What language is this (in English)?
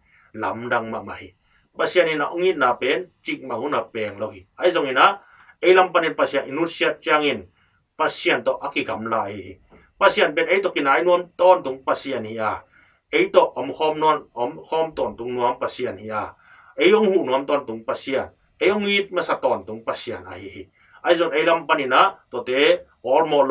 Tedim Chin